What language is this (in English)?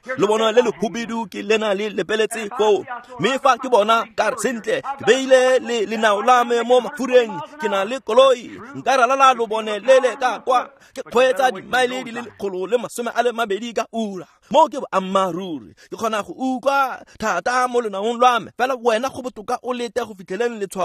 Tswana